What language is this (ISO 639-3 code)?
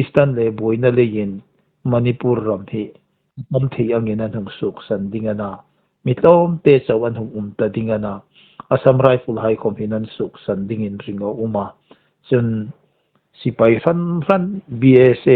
hmr